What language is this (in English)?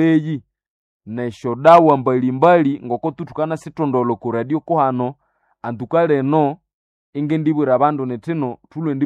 Nande